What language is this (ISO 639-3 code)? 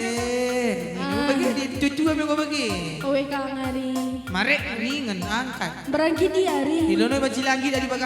btx